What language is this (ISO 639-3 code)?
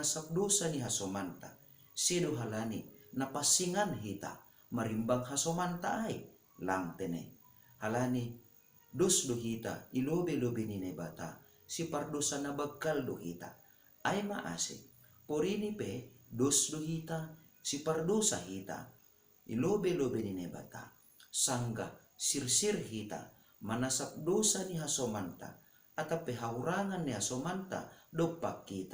bts